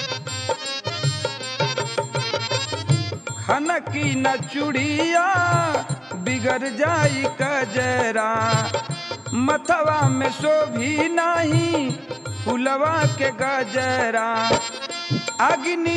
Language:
Bhojpuri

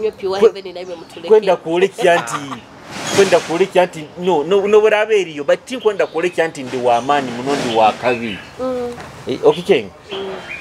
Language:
Nyoro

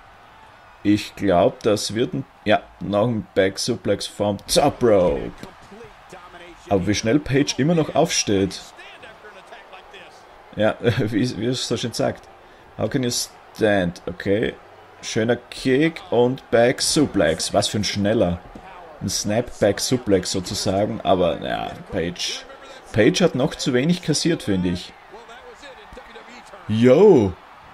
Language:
German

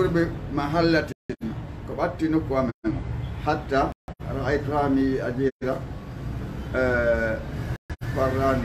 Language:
Fula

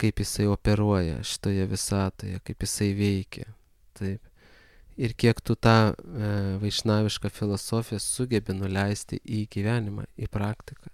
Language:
Lithuanian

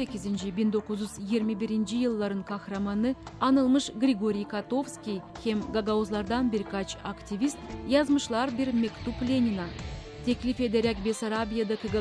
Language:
Gagauz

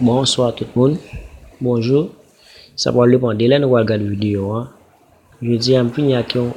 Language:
Haitian Creole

